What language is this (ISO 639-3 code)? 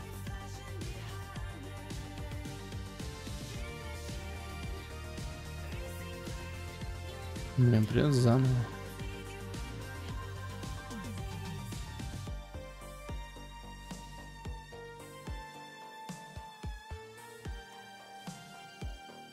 eng